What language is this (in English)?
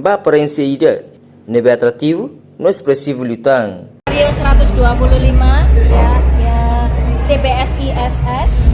Tetum